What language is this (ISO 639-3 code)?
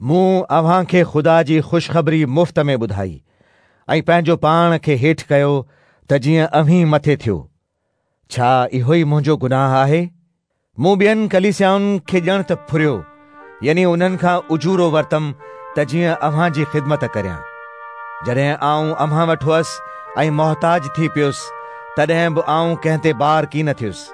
snd